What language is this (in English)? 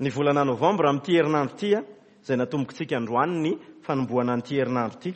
Malagasy